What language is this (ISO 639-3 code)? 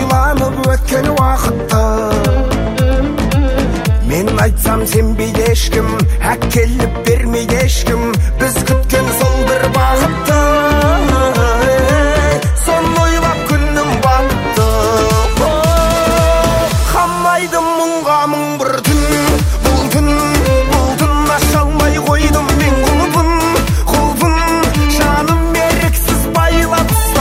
kaz